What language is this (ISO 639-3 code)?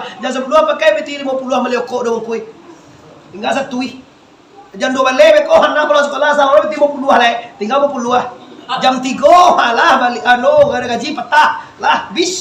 min